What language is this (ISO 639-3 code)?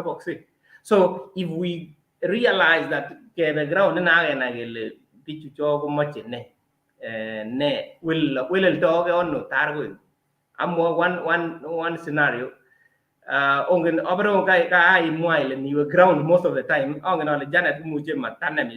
kln